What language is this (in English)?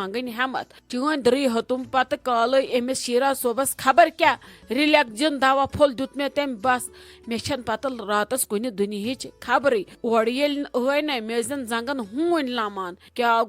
Kashmiri